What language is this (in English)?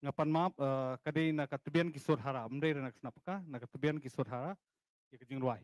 Khasi